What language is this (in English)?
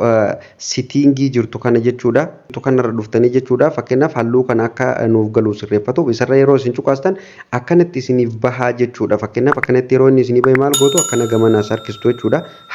Oromo